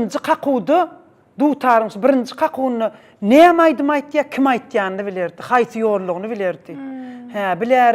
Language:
Turkmen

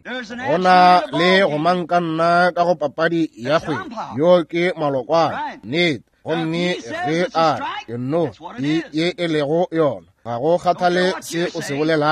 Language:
Northern Sotho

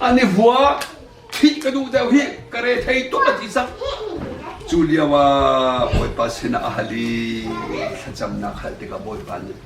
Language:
Hakha Chin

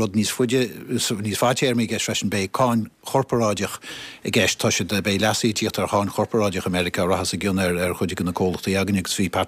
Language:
Irish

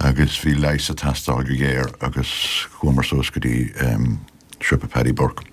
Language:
Irish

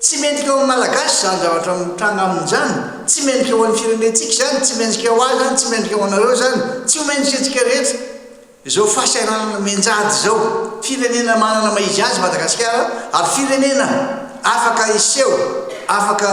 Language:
Malagasy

